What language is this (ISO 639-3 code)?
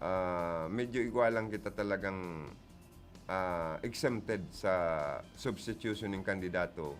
bik